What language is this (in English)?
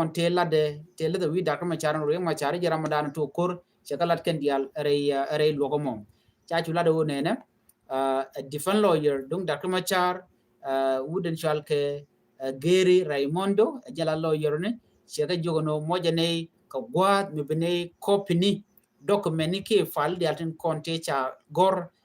Nuer